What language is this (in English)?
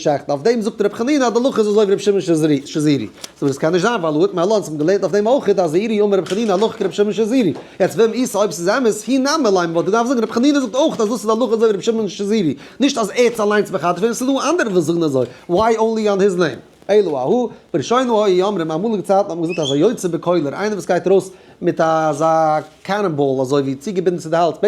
Yiddish